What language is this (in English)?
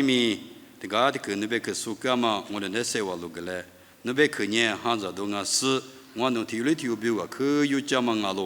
Lisu